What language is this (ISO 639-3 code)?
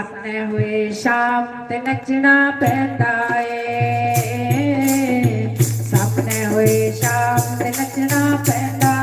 doi